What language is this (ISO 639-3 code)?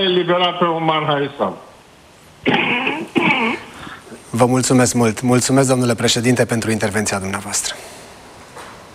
ron